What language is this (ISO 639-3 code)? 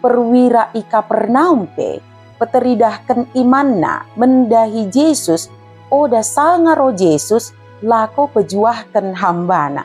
btd